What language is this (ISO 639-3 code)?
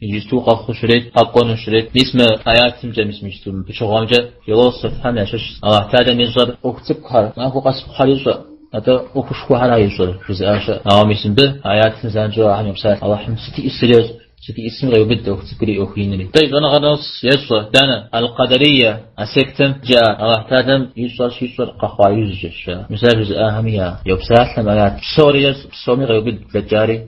kbd